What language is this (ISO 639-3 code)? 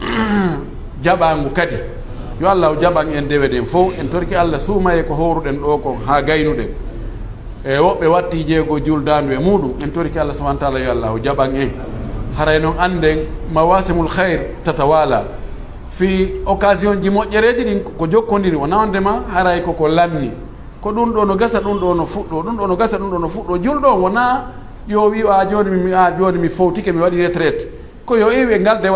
ful